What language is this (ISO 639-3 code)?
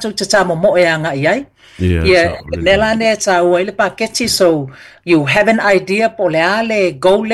smo